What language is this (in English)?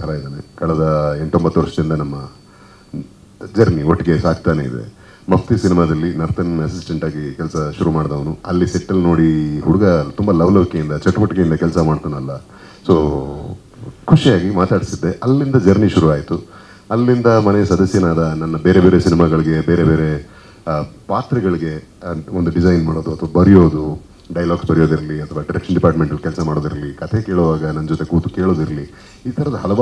Kannada